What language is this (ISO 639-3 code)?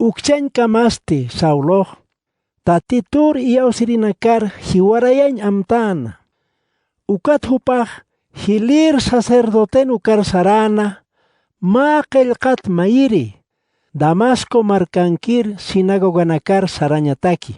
aym